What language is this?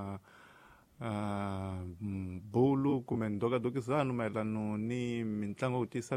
Tsonga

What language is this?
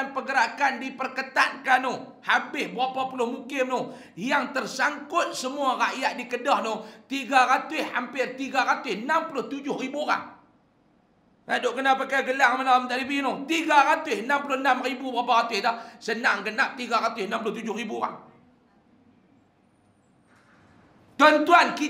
Malay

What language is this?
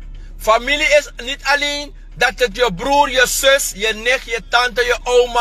Sranan Tongo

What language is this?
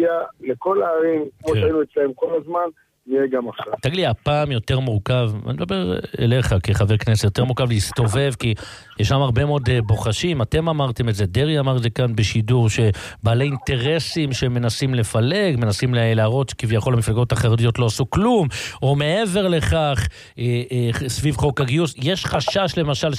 Hebrew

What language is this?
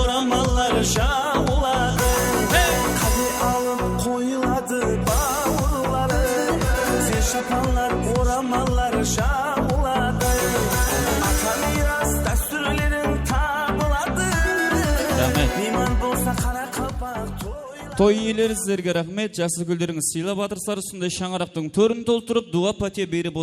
Kara-Kalpak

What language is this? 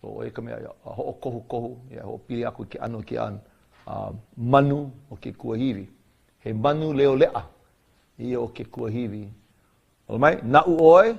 Hawaiian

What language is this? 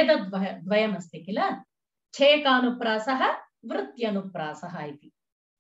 Sanskrit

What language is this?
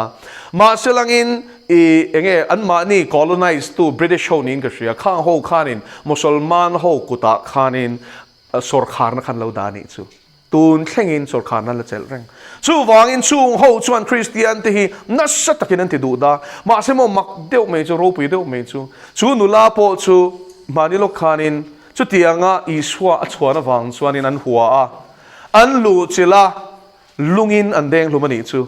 Mizo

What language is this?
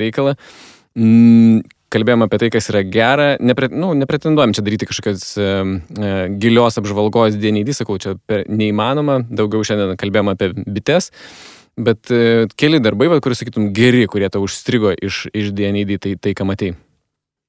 Lithuanian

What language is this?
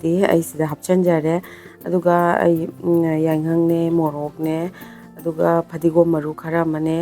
Manipuri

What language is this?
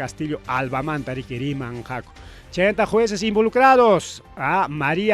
Ayacucho Quechua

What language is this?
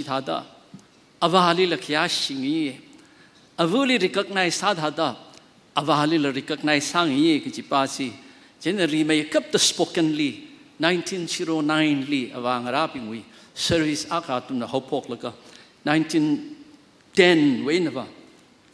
Tangkhul Naga (India)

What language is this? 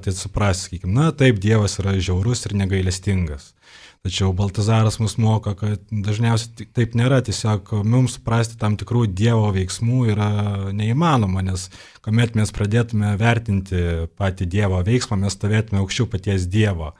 Lithuanian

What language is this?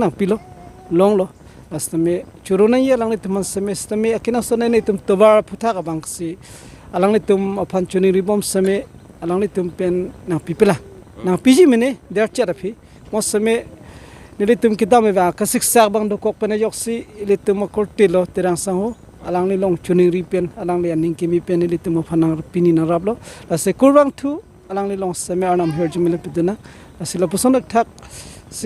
Karbi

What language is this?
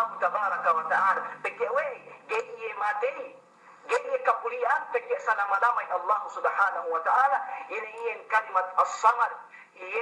Yakan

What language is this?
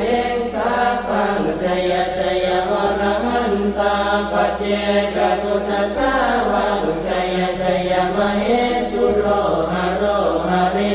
Pali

